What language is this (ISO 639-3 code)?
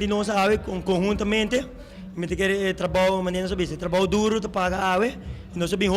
pap